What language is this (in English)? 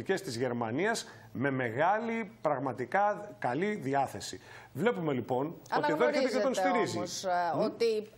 Greek